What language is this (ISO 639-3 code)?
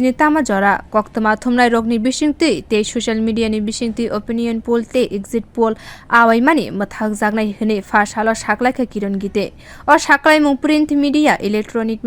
trp